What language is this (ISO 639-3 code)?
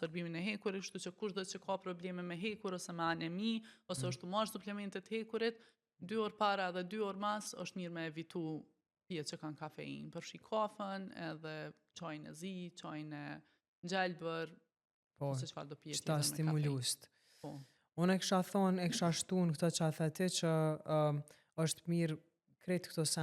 sqi